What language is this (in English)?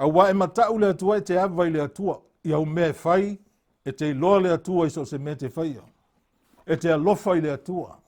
Samoan